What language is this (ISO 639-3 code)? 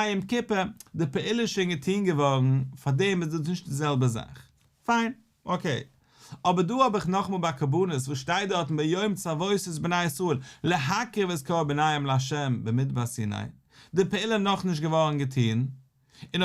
yid